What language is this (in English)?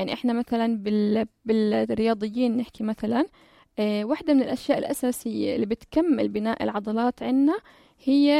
North Levantine Arabic